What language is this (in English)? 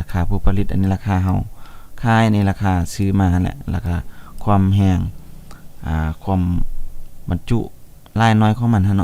Lao